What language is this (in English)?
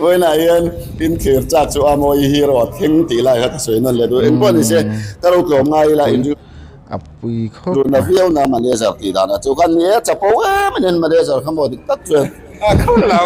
Mizo